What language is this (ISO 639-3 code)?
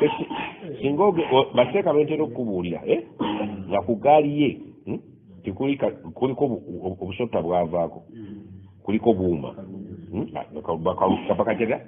lug